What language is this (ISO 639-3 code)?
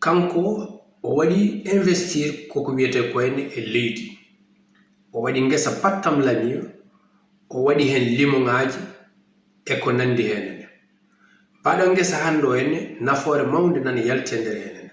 ful